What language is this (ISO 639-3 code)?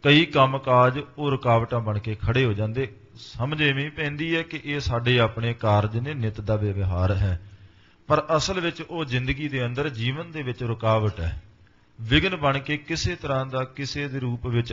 pan